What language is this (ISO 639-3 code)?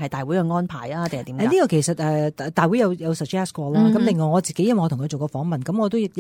yue